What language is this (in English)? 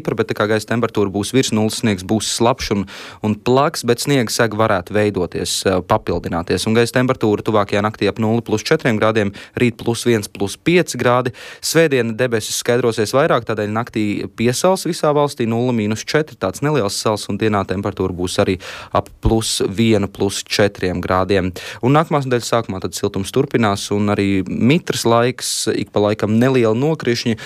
Latvian